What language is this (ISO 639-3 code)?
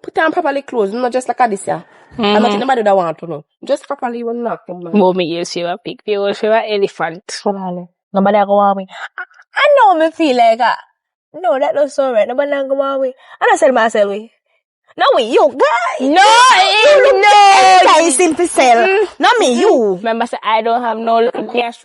jam